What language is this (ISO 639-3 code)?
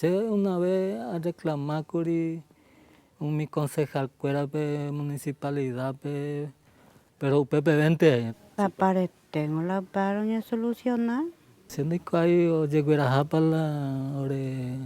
grn